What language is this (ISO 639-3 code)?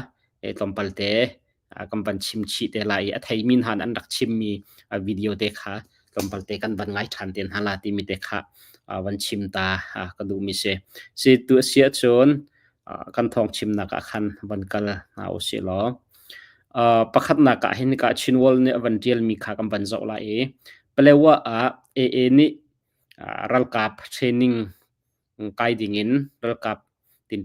cnh